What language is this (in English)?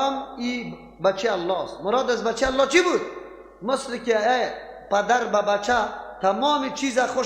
Persian